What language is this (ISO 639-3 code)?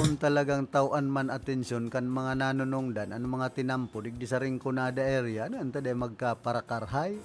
bik